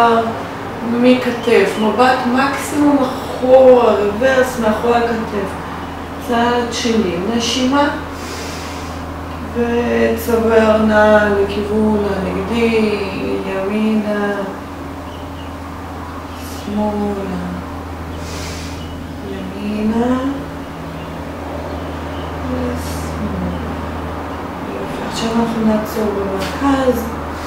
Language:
Hebrew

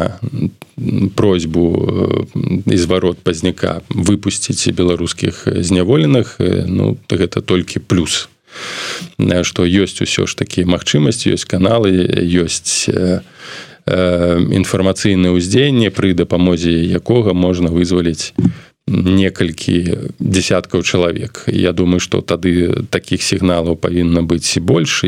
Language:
Belarusian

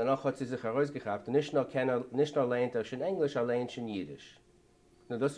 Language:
Yiddish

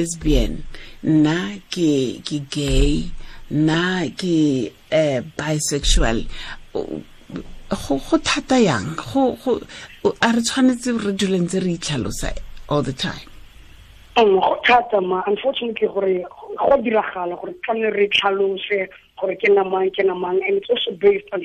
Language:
Tswana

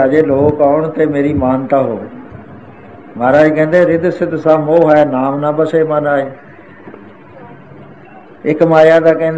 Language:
Punjabi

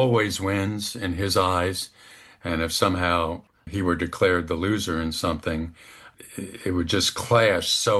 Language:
English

